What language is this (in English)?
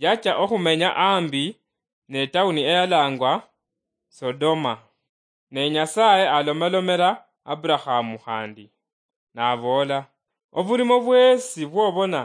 Luyia